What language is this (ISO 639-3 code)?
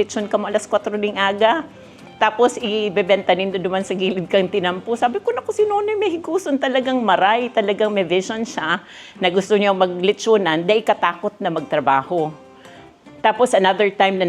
bik